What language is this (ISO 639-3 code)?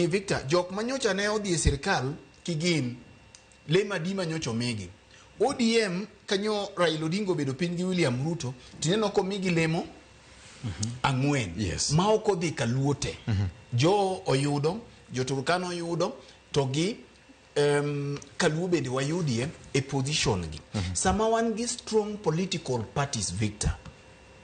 luo